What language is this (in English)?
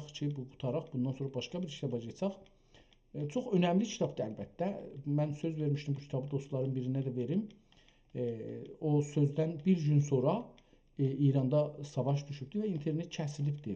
South Azerbaijani